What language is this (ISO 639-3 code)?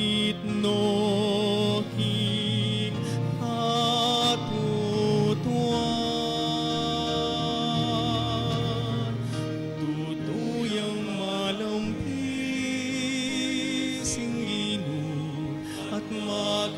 pam